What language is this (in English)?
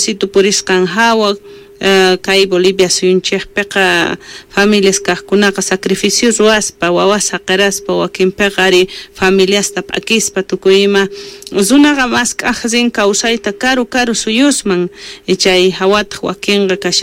South Bolivian Quechua